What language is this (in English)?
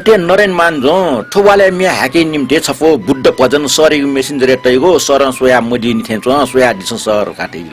Newari